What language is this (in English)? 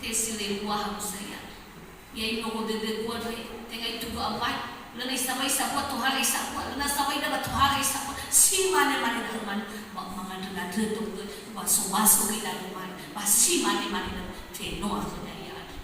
Nias